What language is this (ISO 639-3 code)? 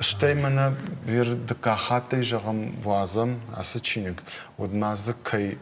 oss